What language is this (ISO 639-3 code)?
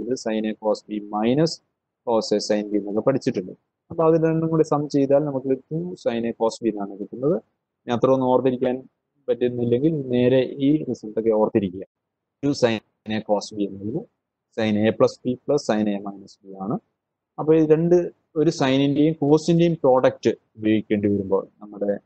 mal